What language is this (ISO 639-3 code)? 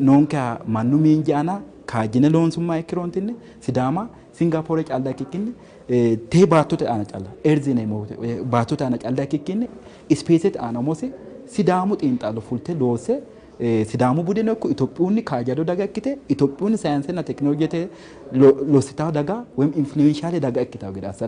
sid